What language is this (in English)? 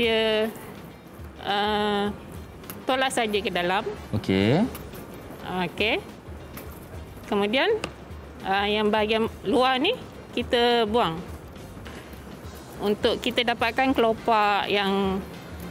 Malay